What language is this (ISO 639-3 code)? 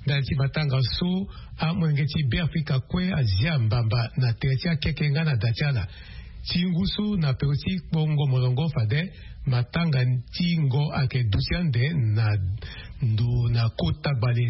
sag